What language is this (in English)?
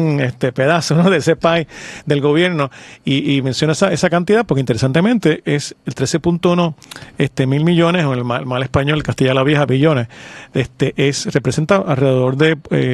Spanish